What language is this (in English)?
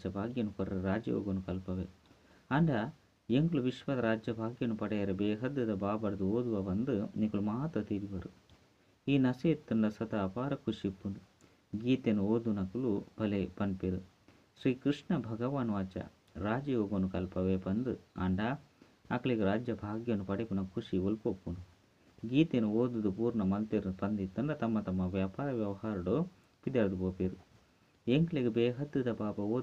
Tulu